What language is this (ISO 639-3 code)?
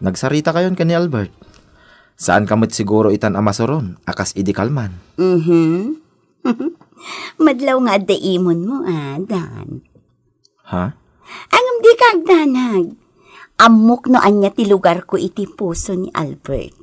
ilo